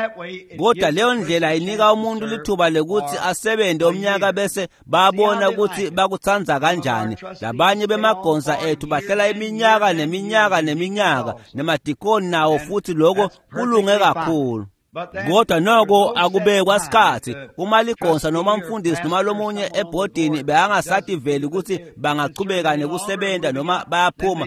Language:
Swati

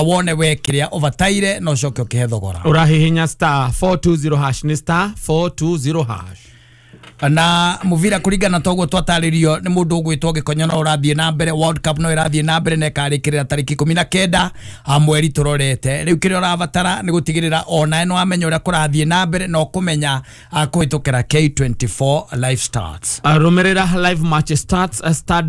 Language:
Kikuyu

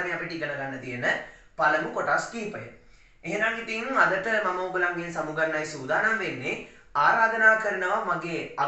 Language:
Sinhala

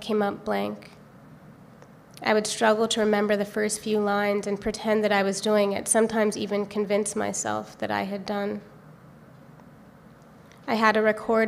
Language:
English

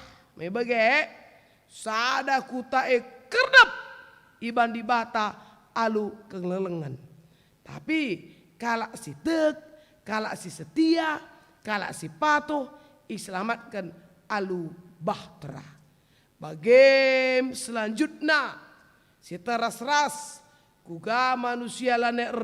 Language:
Batak Karo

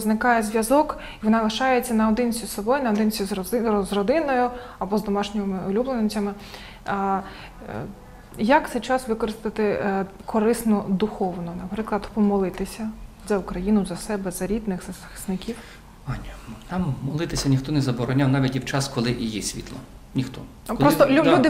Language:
Ukrainian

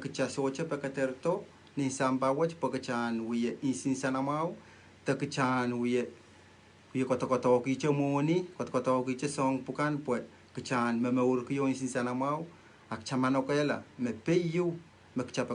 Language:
Pohnpeian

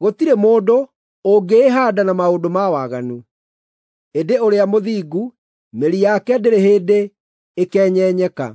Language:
Kikuyu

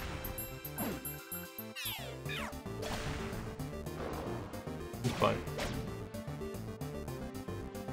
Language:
German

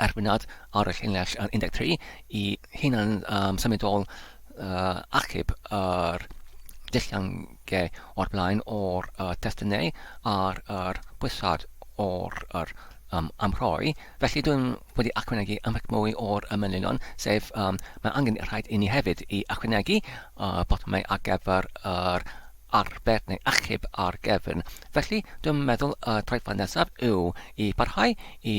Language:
Welsh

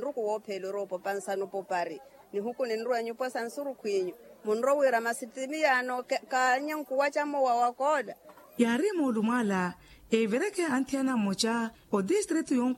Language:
Makhuwa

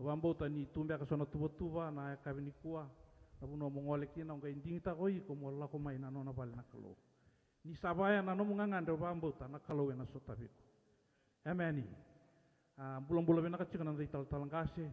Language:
Fijian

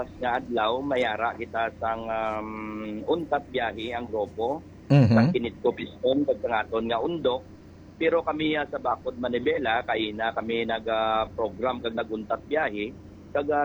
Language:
Hiligaynon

